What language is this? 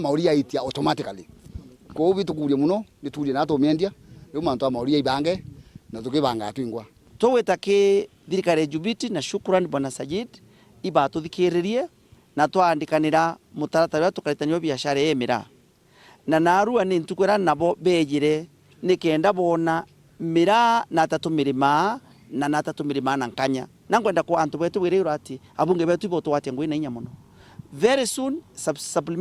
Meru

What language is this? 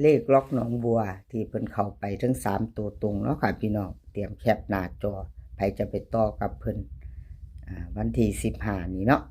Northeastern Thai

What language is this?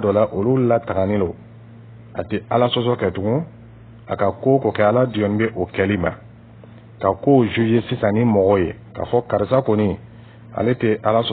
Dyula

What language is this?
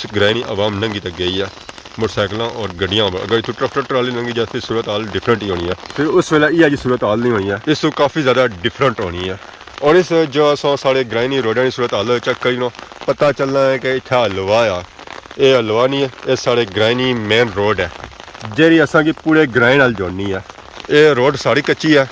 Pahari-Potwari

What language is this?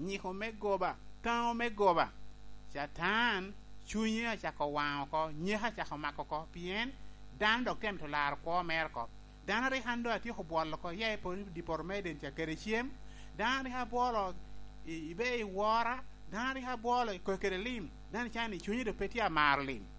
Lango (Uganda)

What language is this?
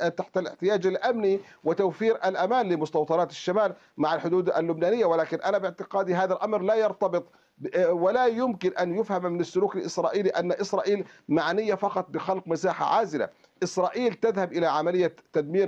Arabic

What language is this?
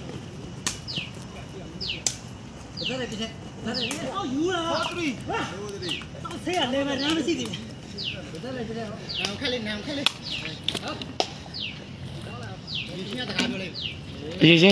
Burmese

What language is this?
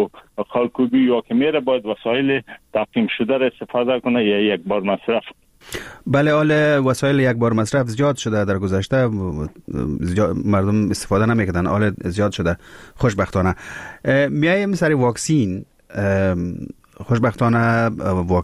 Persian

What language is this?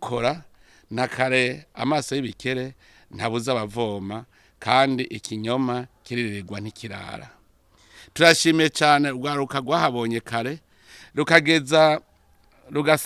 Rundi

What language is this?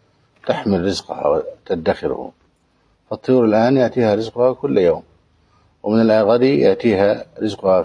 Arabic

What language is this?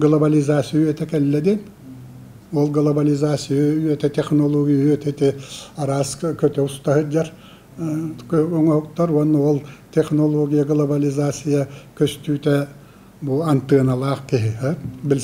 Yakut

